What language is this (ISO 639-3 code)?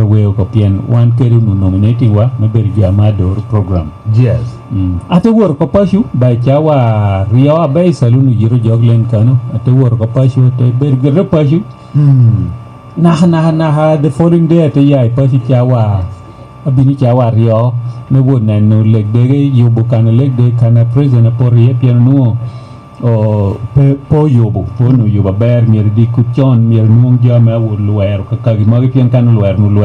laj